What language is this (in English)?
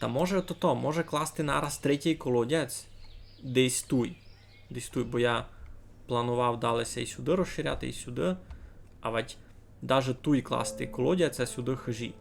Rusyn